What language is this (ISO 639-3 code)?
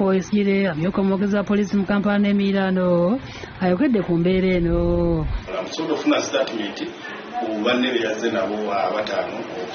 lug